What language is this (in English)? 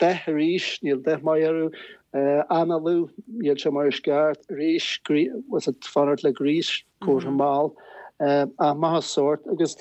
Irish